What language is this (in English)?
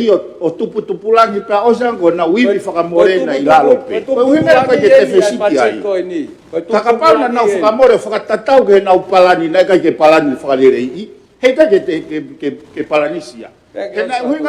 Tongan